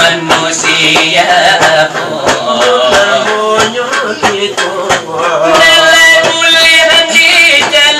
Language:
Minangkabau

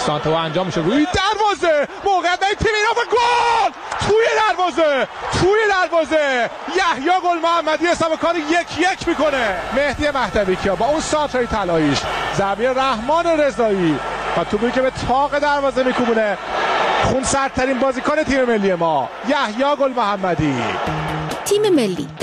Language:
Persian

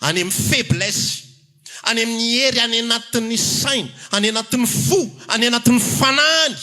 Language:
Malagasy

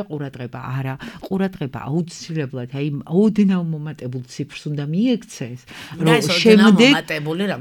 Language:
Georgian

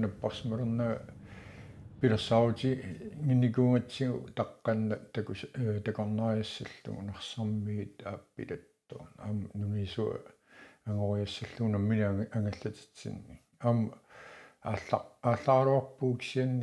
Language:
Kalaallisut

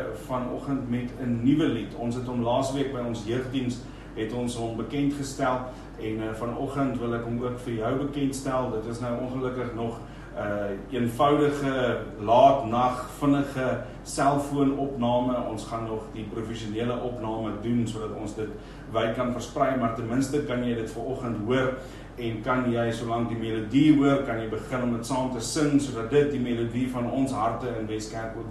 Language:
Afrikaans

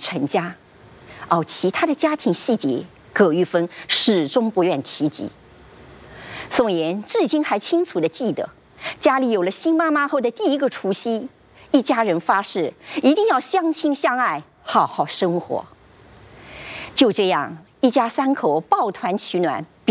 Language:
Chinese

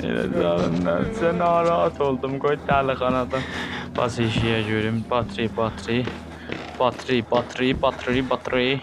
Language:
South Azerbaijani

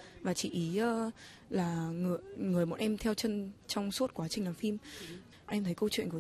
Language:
Vietnamese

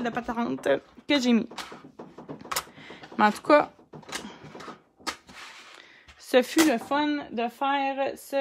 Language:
French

